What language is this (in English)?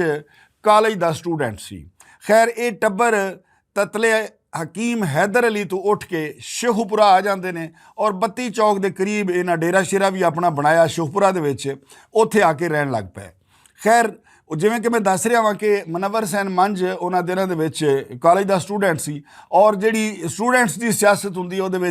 Western Panjabi